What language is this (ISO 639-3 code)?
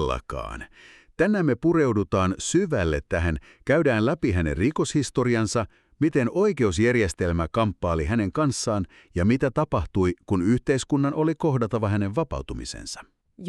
fin